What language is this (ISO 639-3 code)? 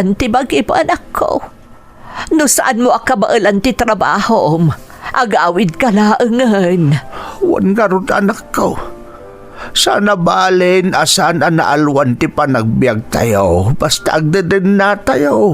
ilo